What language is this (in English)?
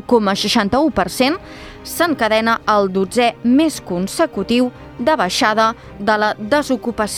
Catalan